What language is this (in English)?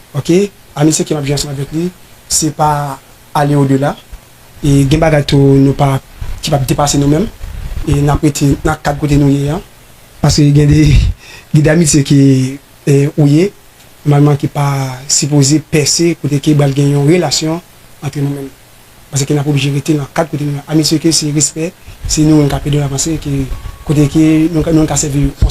Haitian Creole